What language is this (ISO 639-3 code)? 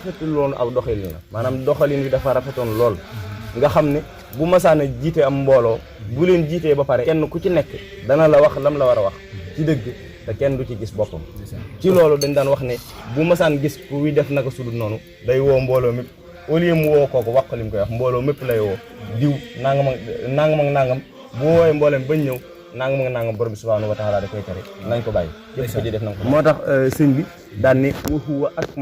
wol